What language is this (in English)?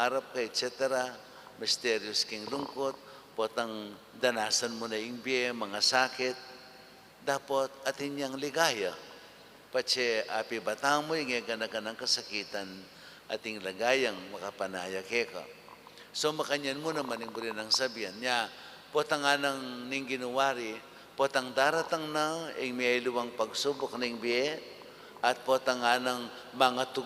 Pampanga